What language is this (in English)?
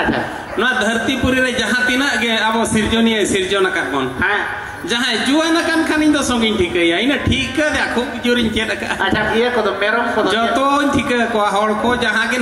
Santali